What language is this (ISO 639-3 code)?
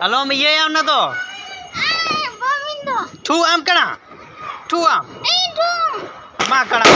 sat